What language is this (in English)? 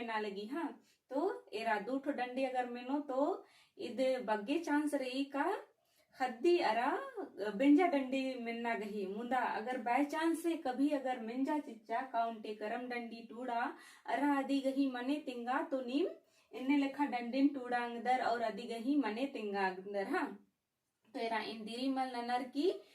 Kurukh